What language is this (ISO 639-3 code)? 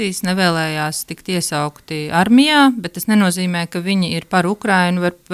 lav